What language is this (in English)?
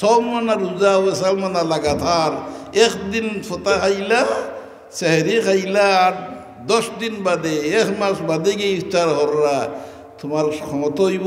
Sylheti